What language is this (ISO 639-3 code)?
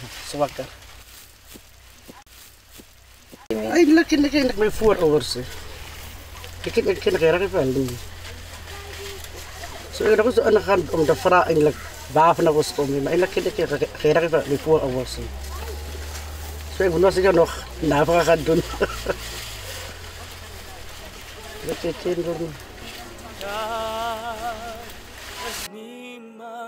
afr